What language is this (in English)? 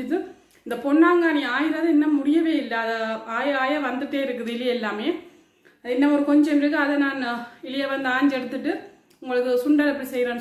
Tamil